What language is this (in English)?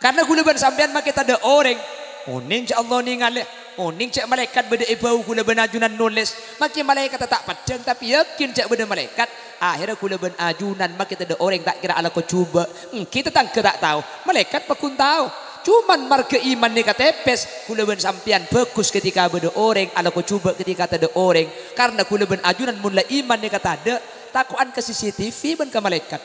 Madurese